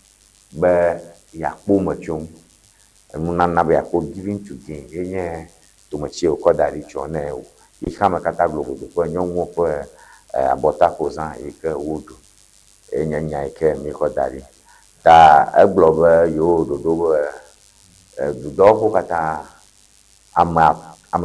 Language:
Ewe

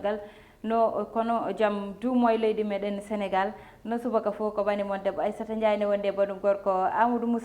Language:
Fula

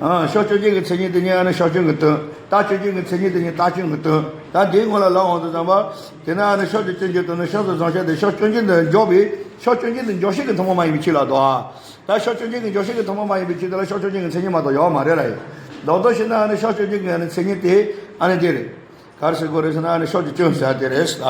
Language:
Tibetan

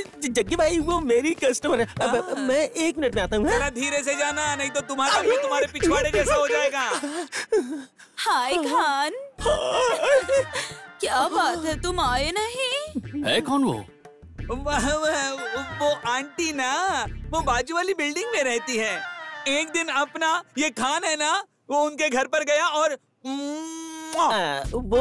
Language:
Hindi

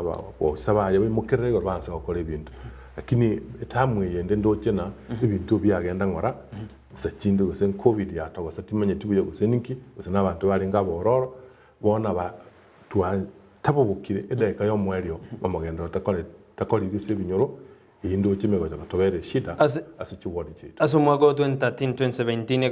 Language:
Gusii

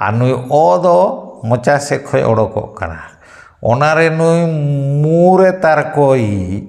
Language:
Santali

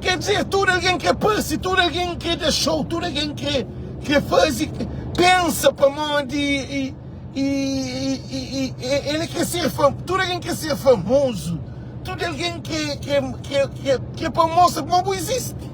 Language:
Kabuverdianu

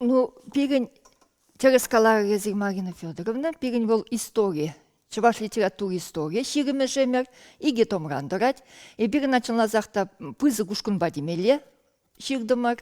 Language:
Chuvash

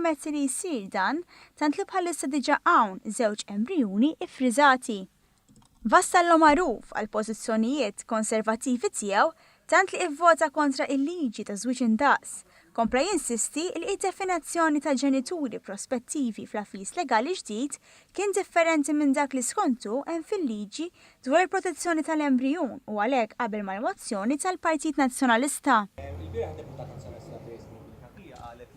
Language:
Maltese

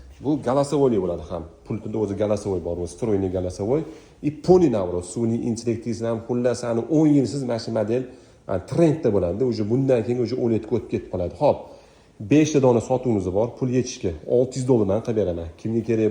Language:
Uzbek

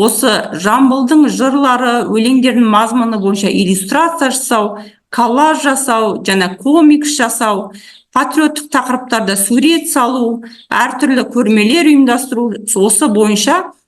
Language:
Kazakh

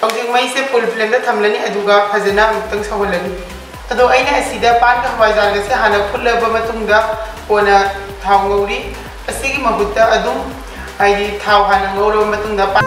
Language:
Manipuri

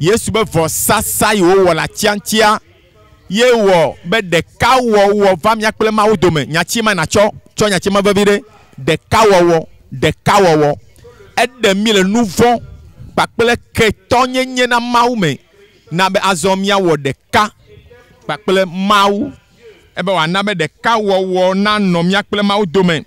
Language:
Ewe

